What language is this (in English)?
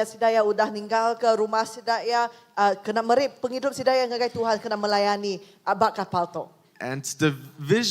Iban